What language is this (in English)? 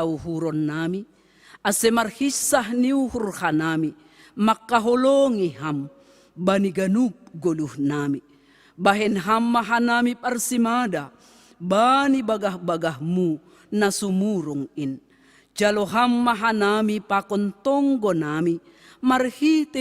Batak Simalungun